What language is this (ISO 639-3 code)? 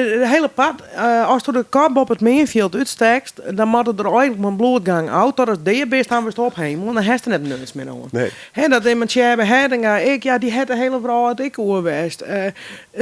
fry